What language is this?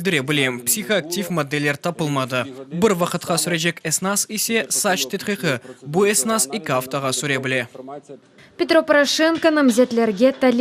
Crimean Tatar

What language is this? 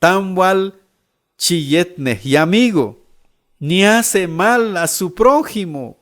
Q'anjob'al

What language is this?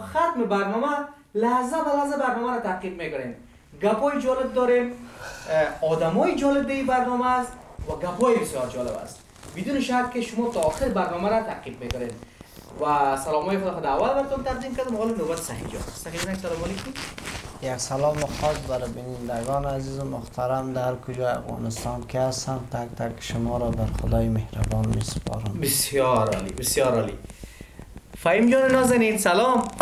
Persian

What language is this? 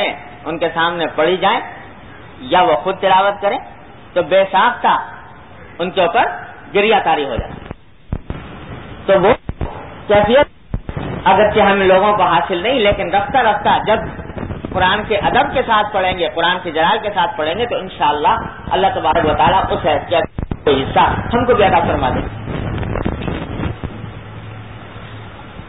Urdu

